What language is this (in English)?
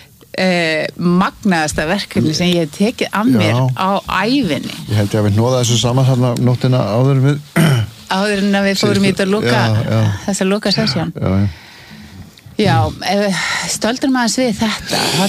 Icelandic